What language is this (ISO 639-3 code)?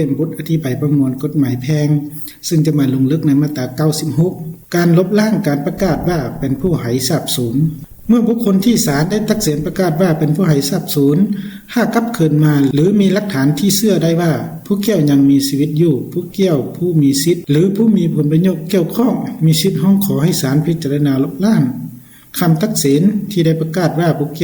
lao